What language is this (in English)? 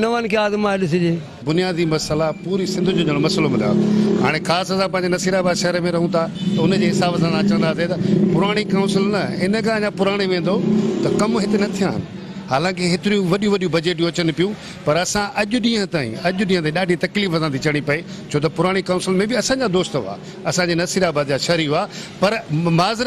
Sindhi